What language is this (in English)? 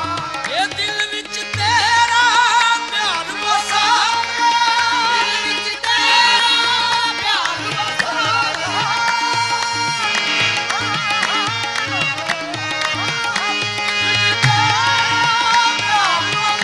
Punjabi